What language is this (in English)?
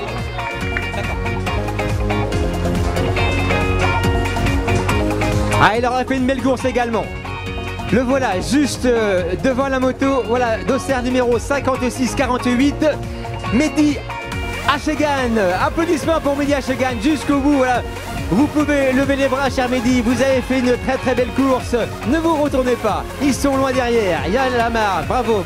French